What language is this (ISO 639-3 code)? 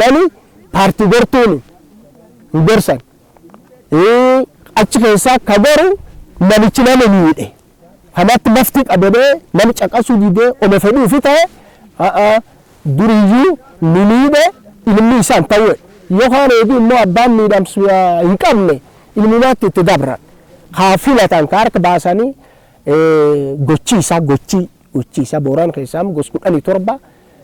orm